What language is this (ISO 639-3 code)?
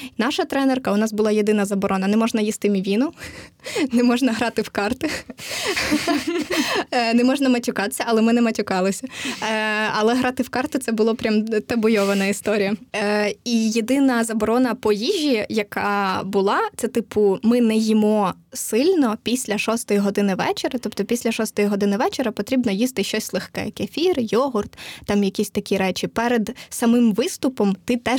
ukr